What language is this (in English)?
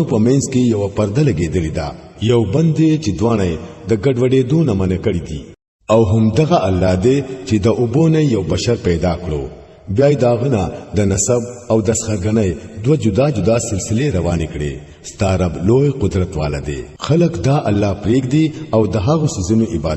Pashto